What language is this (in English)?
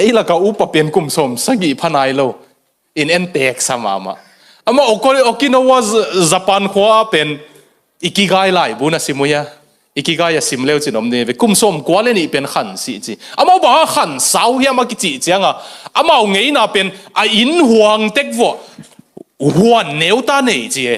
Tedim Chin